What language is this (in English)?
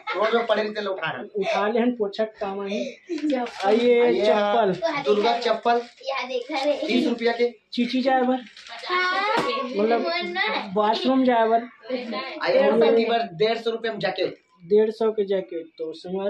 Chhattisgarhi